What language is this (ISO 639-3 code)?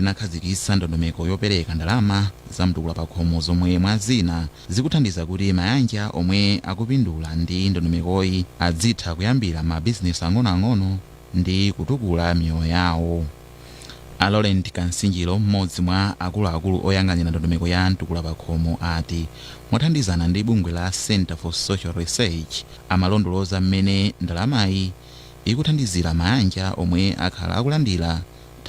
nya